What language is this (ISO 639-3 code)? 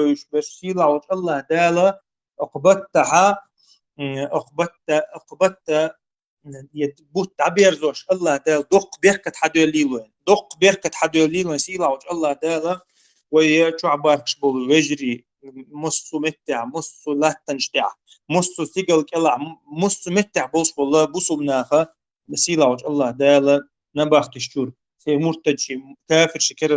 che